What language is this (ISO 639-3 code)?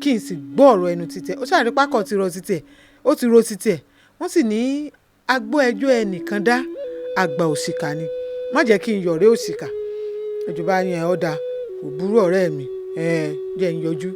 yor